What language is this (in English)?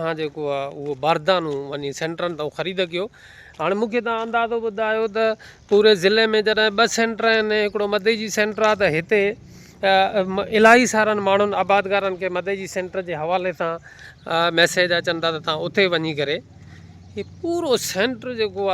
Sindhi